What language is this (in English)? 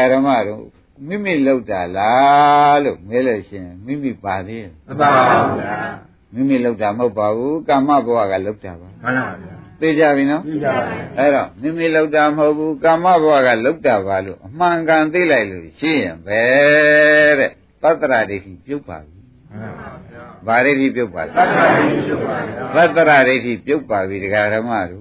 Burmese